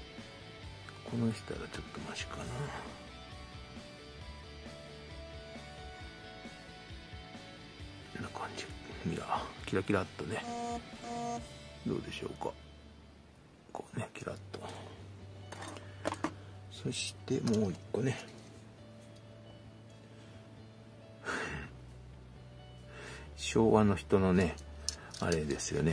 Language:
Japanese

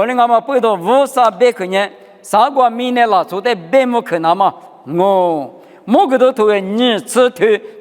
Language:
Lisu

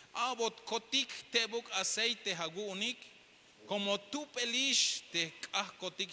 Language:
Tzeltal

